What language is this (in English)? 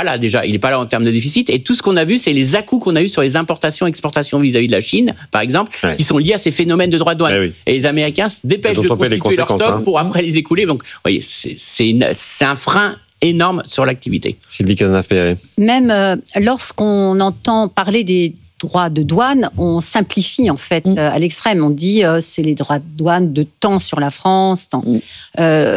French